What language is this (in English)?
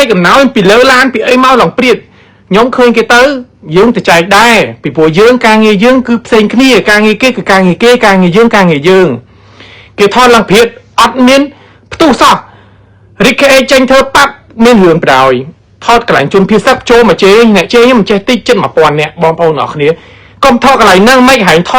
Khmer